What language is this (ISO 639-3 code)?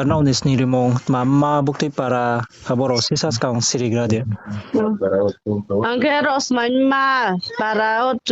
ria